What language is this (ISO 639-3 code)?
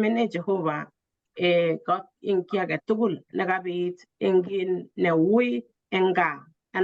kln